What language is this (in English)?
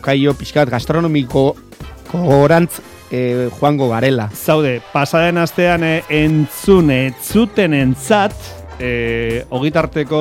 Basque